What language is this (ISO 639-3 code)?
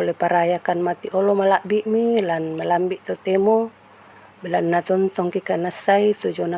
sda